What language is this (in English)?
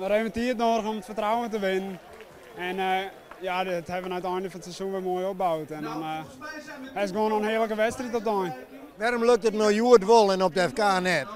Western Frisian